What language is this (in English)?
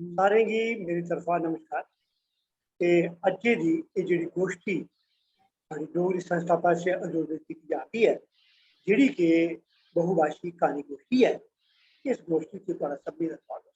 Dogri